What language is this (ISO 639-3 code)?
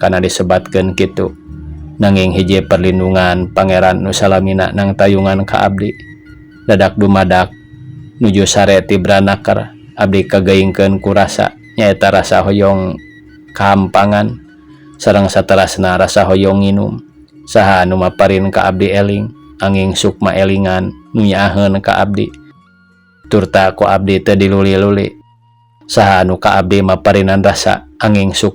sun